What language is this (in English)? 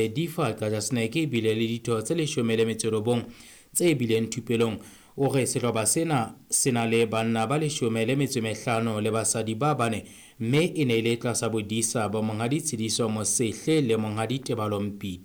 Southern Sotho